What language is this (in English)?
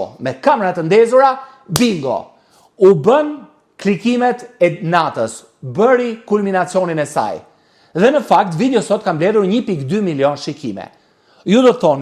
Albanian